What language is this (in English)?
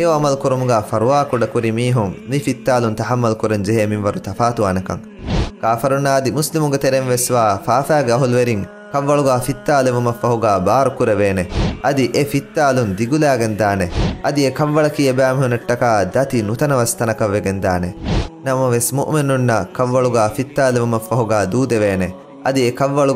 Divehi